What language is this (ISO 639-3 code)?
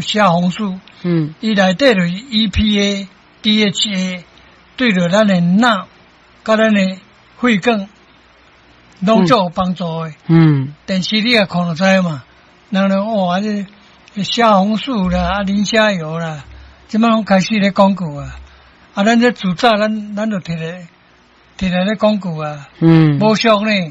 nan